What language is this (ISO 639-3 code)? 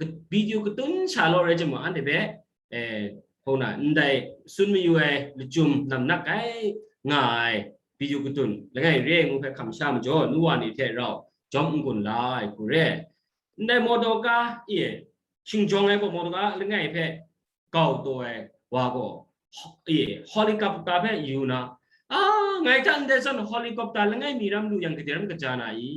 kac